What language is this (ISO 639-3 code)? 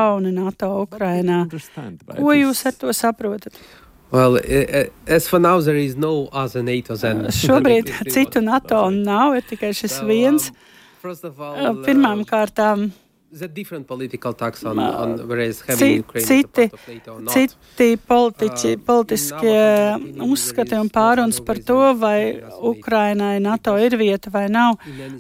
lav